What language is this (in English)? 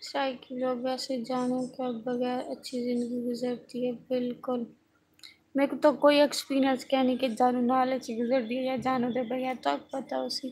Saraiki